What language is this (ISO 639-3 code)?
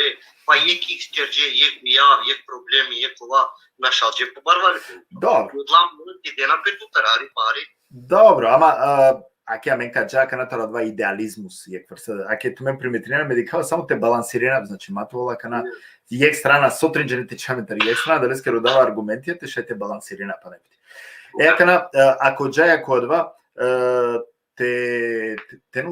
rmn